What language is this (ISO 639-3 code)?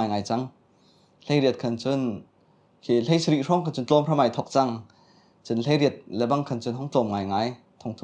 cnh